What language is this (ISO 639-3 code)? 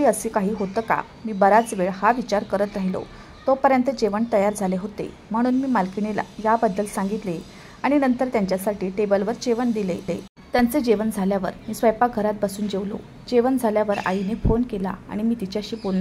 mar